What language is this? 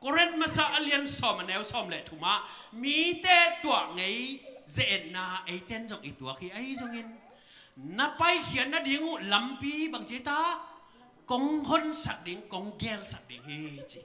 Tedim Chin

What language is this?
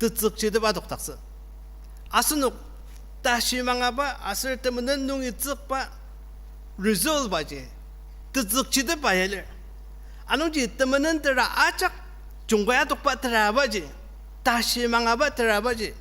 Ao Naga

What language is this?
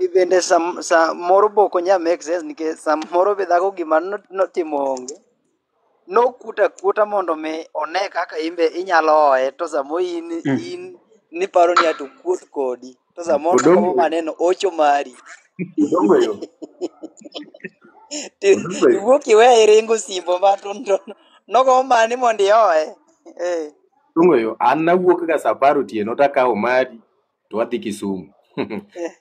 Luo (Kenya and Tanzania)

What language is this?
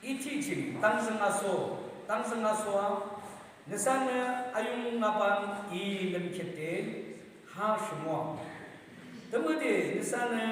Yimchungru Naga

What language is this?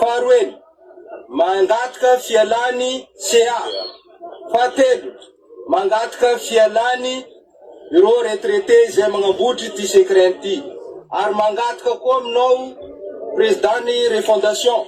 Malagasy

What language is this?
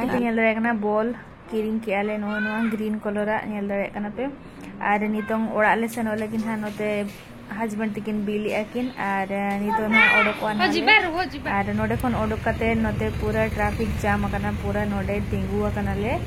Santali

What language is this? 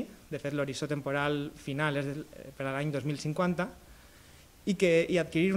Catalan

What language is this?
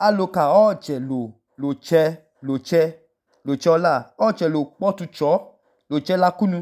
Idoma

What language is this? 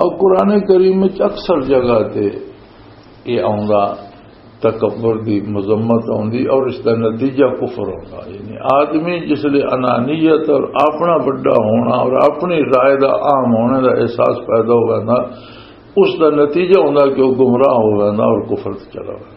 Western Panjabi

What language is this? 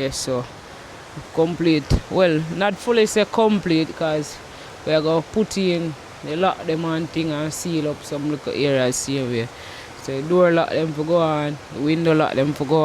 Jamaican Creole English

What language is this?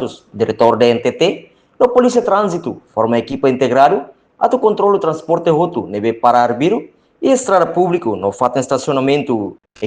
Tetum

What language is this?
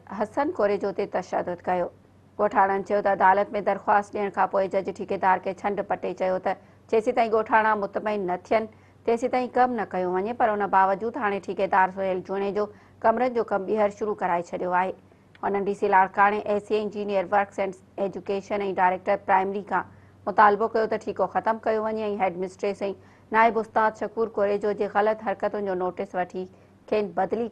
Sindhi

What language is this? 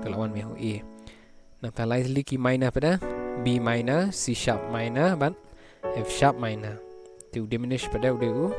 Khasi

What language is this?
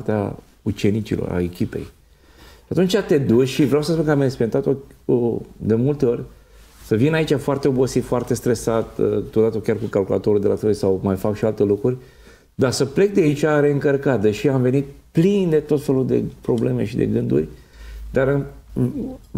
Romanian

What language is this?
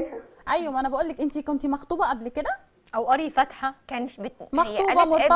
Egyptian Arabic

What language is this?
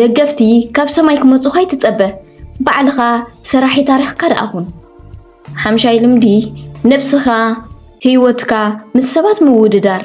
Tigrinya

